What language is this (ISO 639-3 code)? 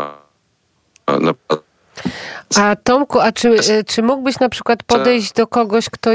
pol